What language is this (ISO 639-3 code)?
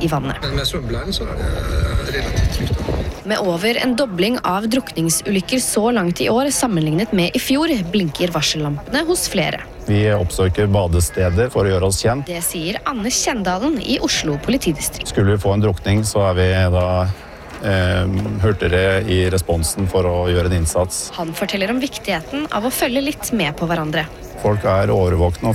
nor